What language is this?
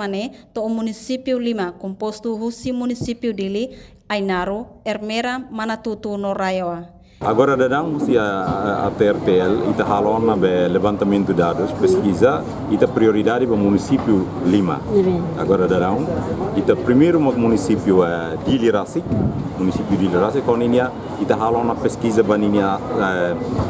Tetum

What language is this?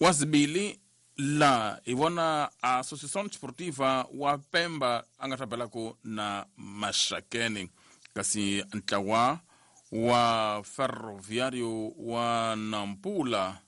Tsonga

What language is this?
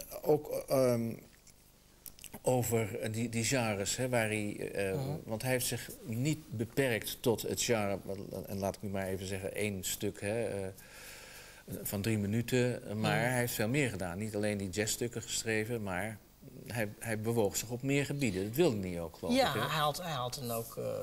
Dutch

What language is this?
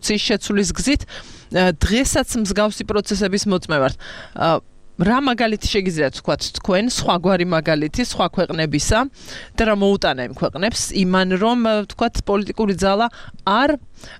Georgian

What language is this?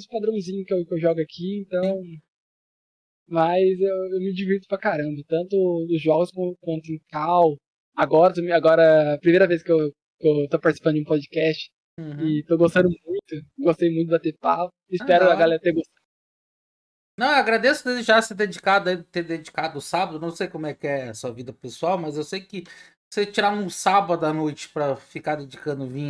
Portuguese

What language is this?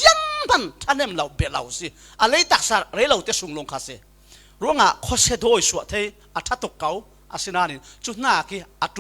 Falam Chin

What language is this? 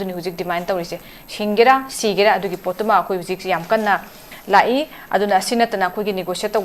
Manipuri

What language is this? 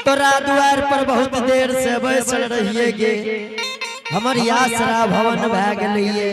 Angika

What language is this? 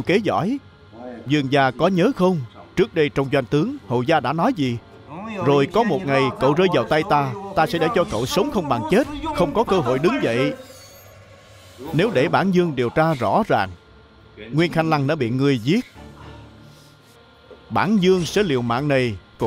Vietnamese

